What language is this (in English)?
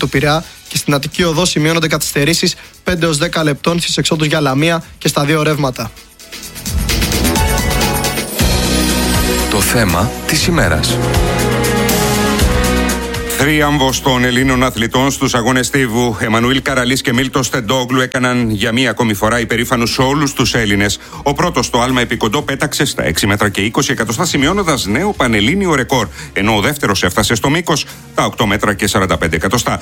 Greek